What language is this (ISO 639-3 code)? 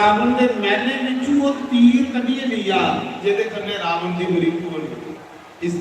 doi